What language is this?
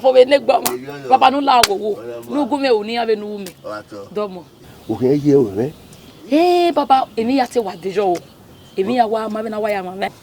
Bini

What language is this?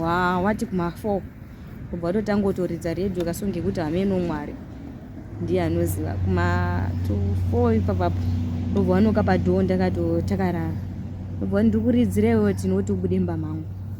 Shona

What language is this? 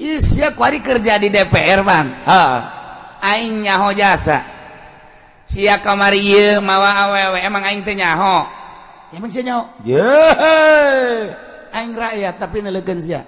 Sundanese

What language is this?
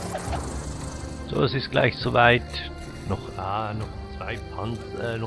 German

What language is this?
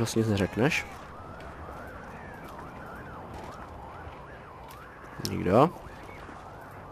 Czech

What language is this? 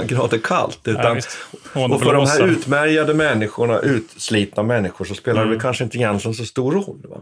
Swedish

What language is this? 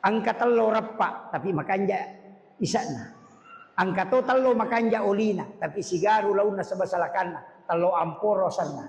Buginese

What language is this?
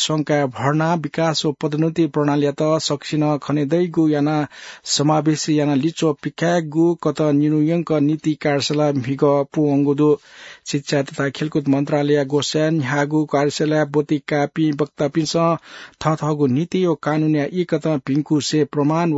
Newari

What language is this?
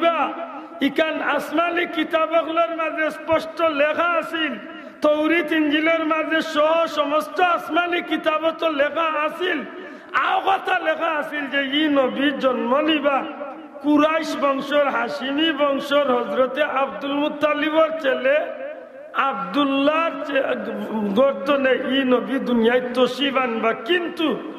Sylheti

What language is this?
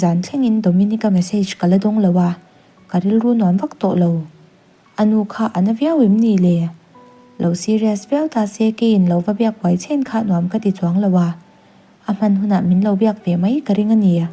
Mizo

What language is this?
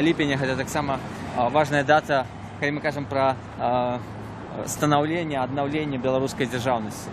Belarusian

